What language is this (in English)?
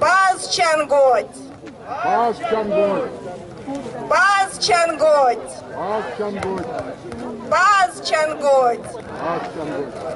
Erzya